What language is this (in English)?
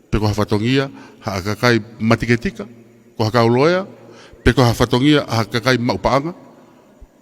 Tongan